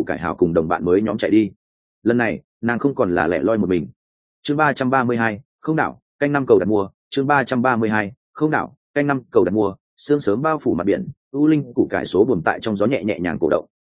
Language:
Vietnamese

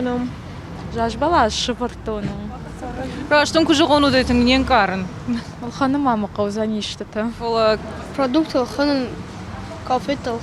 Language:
Ossetic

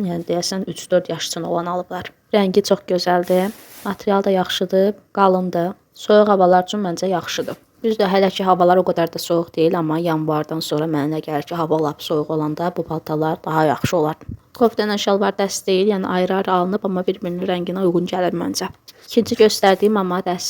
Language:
Azerbaijani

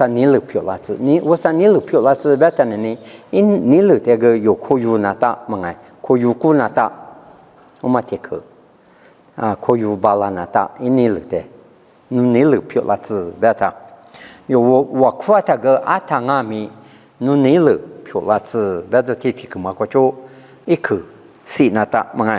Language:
Lisu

